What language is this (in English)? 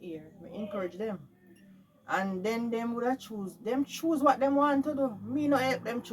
Jamaican Creole English